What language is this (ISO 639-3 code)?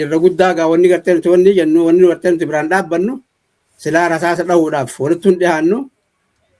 orm